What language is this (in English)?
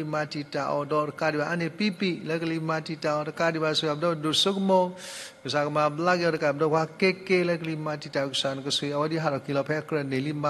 S'gaw Karen